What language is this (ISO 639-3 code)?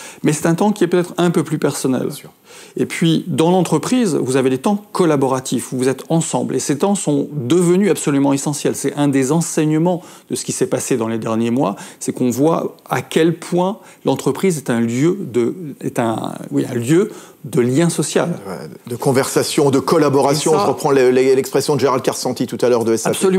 fra